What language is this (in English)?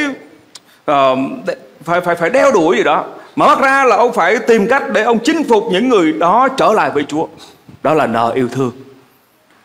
Vietnamese